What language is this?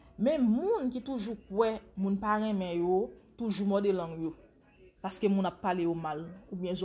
Haitian Creole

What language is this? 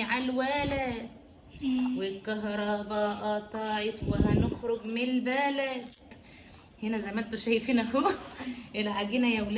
Egyptian Arabic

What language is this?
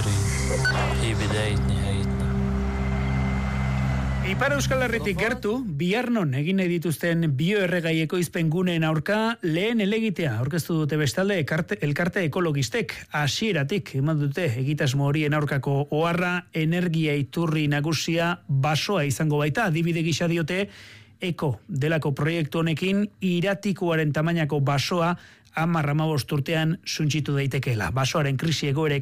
Basque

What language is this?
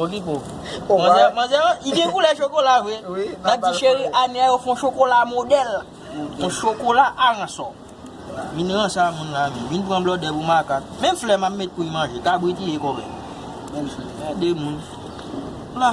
Haitian Creole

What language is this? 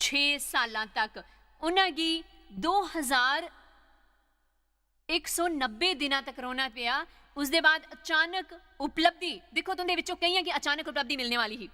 Dogri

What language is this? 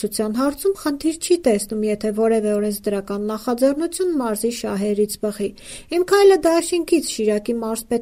Armenian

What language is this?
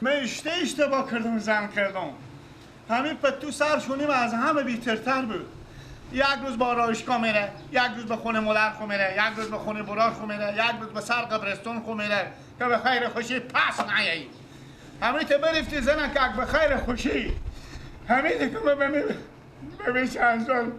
Persian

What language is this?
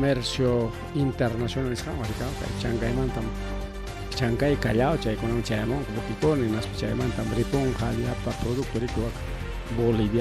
Ayacucho Quechua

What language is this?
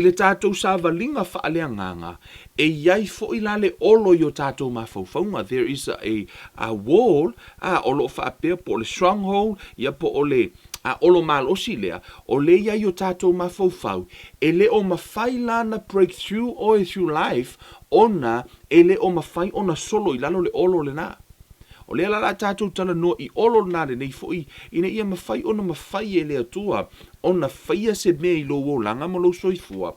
Samoan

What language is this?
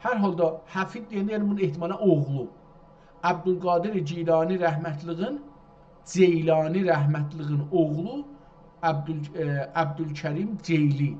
South Azerbaijani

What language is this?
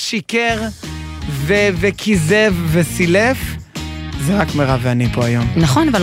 Hebrew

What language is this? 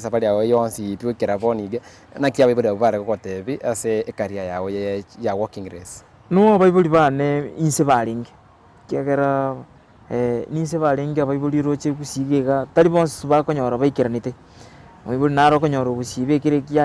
Gusii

